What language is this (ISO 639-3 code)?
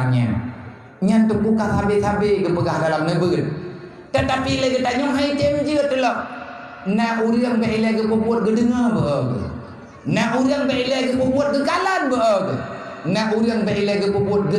ace